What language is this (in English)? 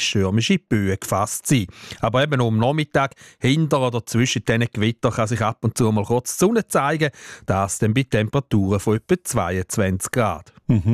German